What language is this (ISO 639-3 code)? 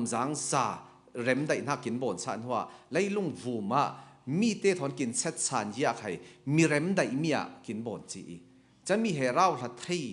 cfm